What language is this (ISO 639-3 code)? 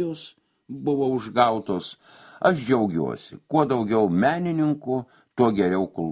lit